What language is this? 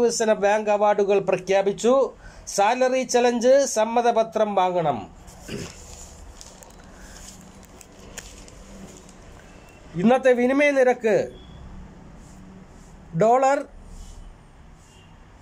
Malayalam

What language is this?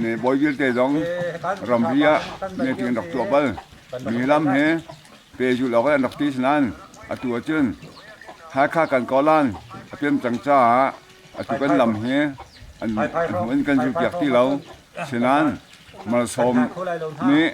Hakha Chin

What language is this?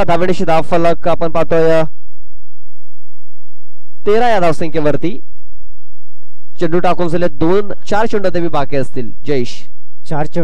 Marathi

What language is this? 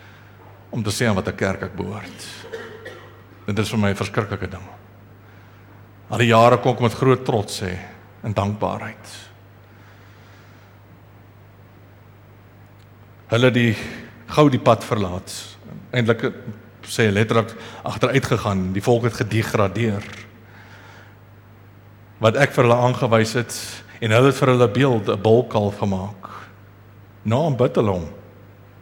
Afrikaans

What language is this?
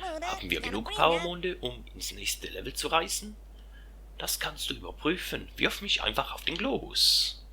Swiss German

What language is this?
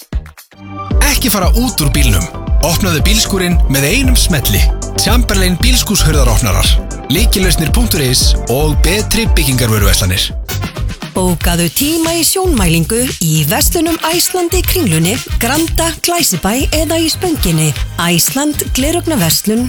Icelandic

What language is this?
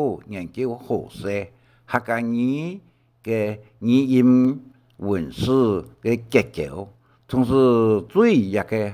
Hakka Chinese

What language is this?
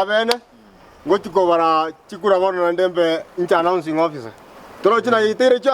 Gusii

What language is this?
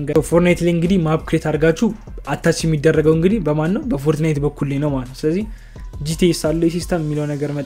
Amharic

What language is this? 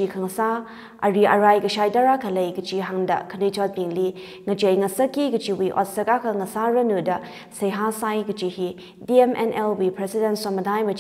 Tangkhul Naga (India)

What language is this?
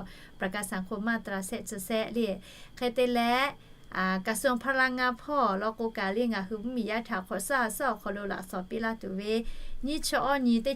Lahu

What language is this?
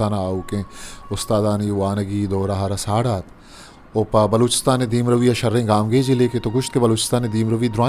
Eastern Balochi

